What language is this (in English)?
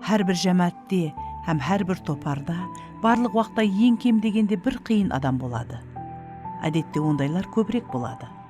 Kara-Kalpak